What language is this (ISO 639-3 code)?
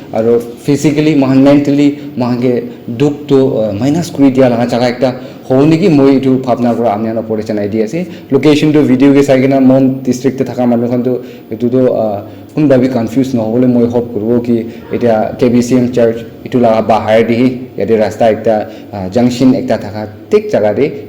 nag